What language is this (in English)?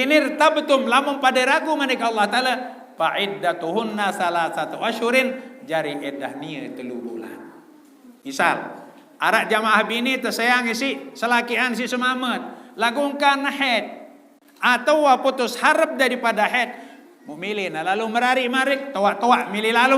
Sasak